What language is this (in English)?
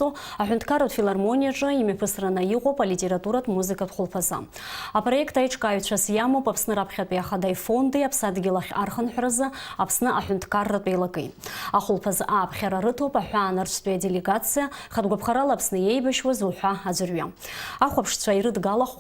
Abkhazian